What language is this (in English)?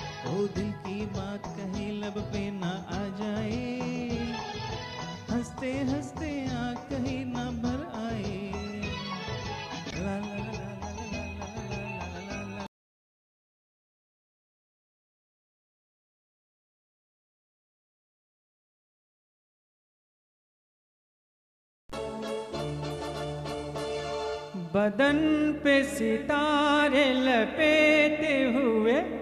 Hindi